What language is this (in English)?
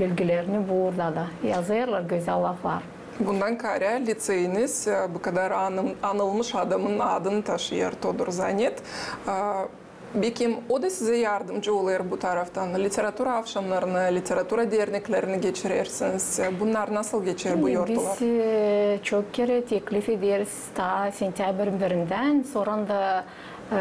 Gagauz